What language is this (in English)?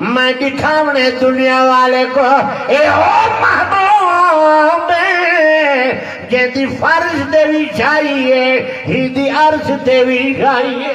Saraiki